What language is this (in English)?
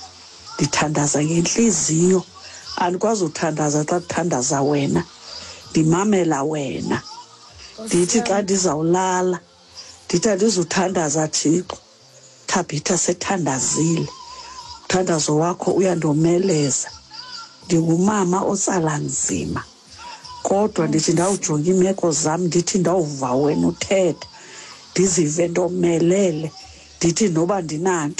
Xhosa